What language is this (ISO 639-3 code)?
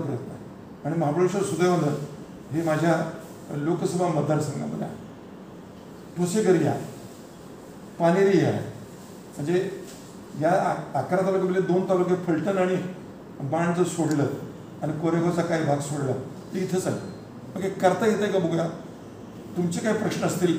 mar